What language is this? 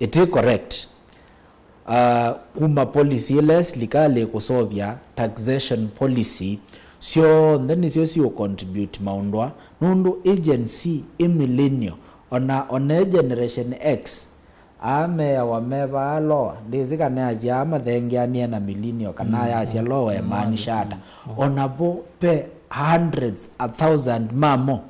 Kamba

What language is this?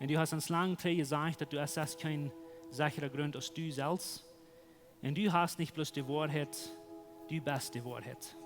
Plautdietsch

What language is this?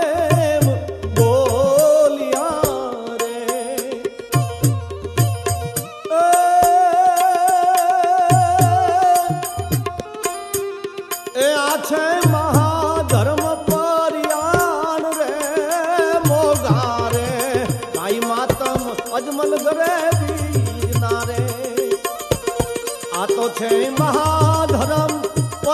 Gujarati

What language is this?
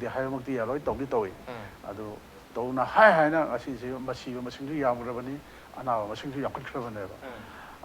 Manipuri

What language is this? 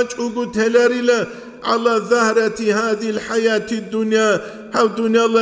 Avaric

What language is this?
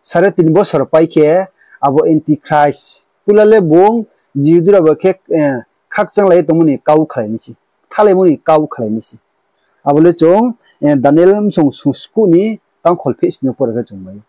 Riang (India)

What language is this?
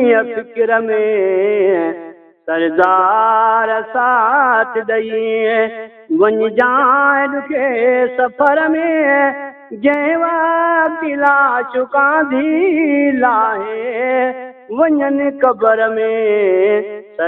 Saraiki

